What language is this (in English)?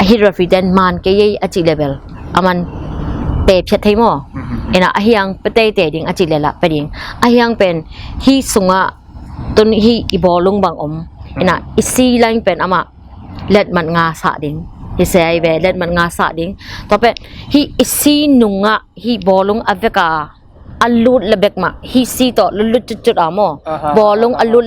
Tedim Chin